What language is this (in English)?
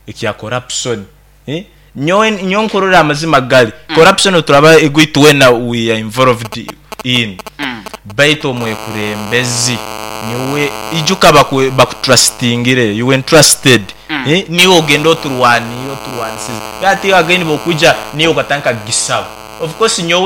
Nyankole